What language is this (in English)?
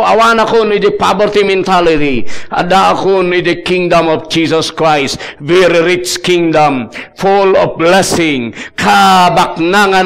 Iloko